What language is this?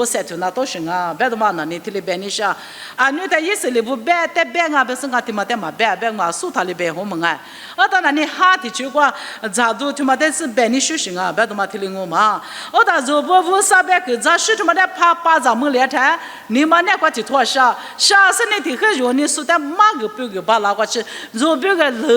Lisu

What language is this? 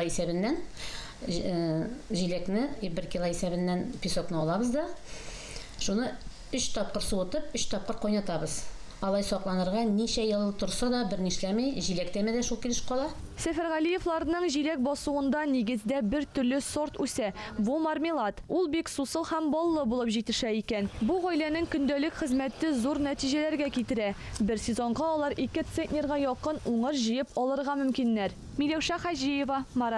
Tatar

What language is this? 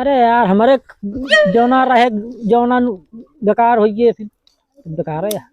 Awadhi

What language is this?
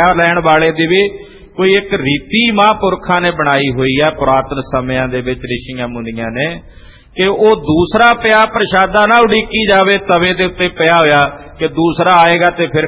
Punjabi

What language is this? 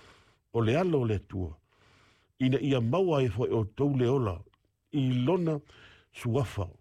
Samoan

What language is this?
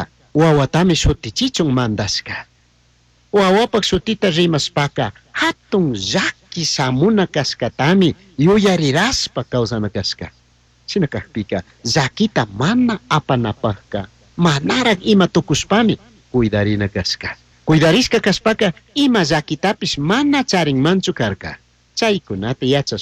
Chimborazo Highland Quichua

